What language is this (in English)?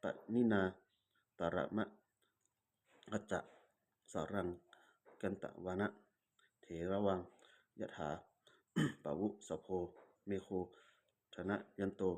Pali